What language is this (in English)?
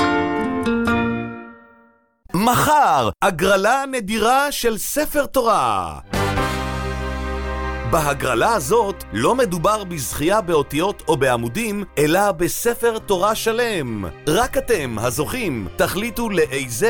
Hebrew